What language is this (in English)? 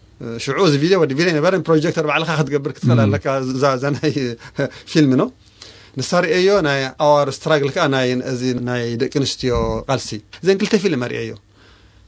Tigrinya